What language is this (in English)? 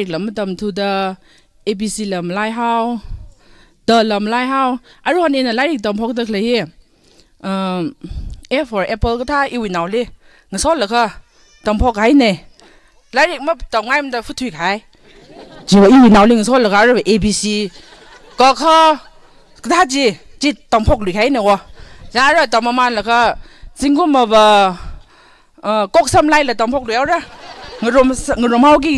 Tangkhul Naga (India)